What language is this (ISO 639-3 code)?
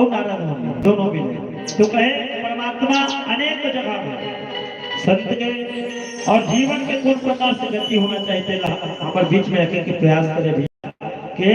hne